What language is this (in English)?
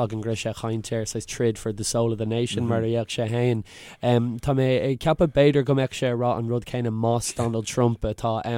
Irish